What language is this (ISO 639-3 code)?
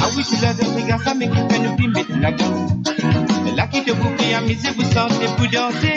mfe